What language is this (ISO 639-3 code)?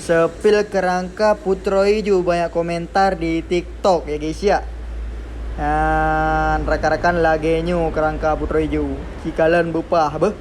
ace